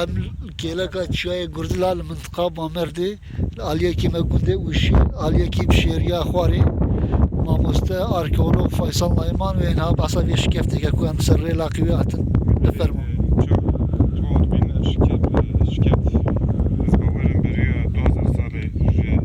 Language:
Kurdish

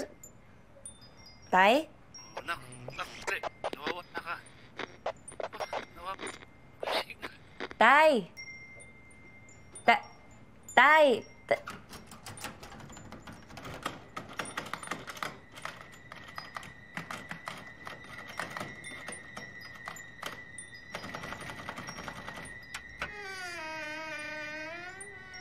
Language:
Filipino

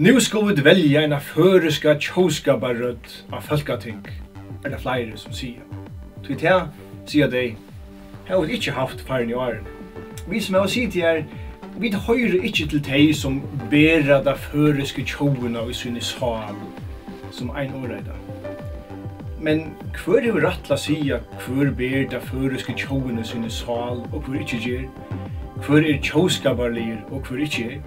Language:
Faroese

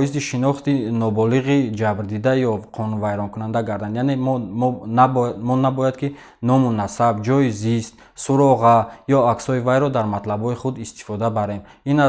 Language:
Tajik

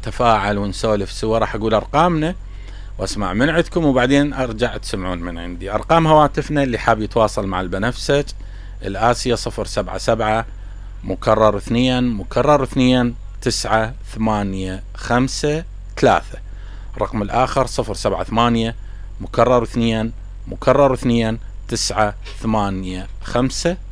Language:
Mesopotamian Arabic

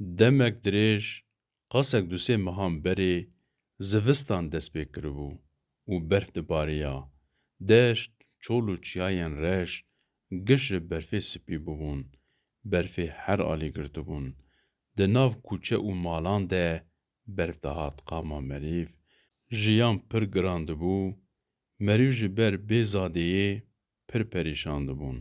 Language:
Kurdish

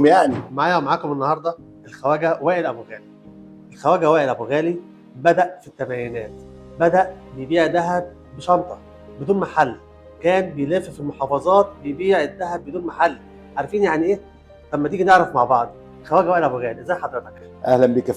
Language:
Egyptian Arabic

